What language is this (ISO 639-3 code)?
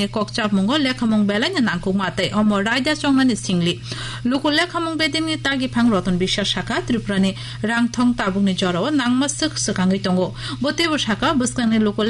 trp